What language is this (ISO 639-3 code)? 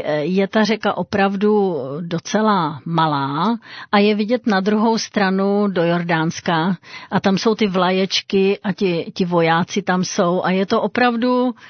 ces